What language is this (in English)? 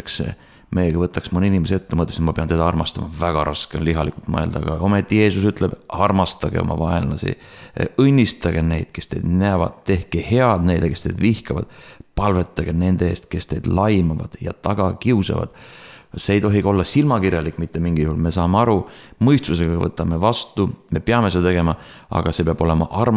Estonian